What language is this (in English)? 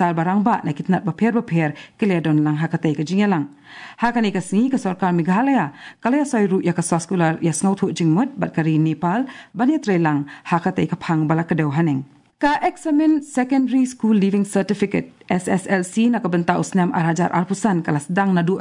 Khasi